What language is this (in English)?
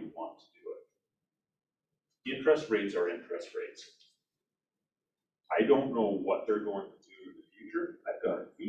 English